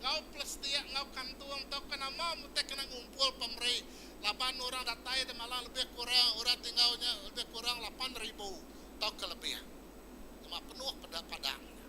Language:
Iban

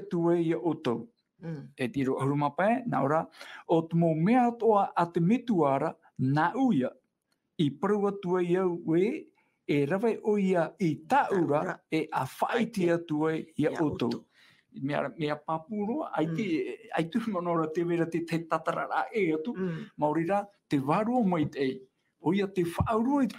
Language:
Tahitian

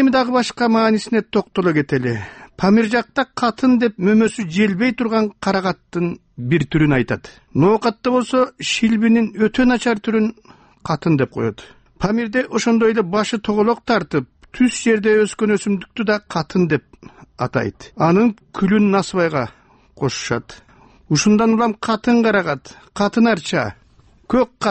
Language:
Kyrgyz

